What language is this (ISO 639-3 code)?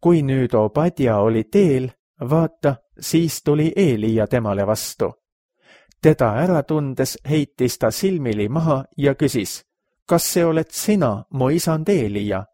est